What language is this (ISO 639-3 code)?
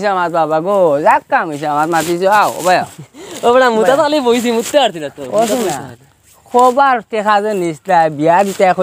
syl